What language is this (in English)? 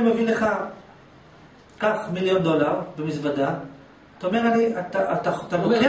Hebrew